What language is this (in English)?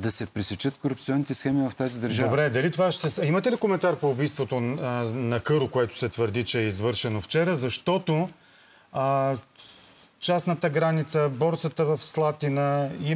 Bulgarian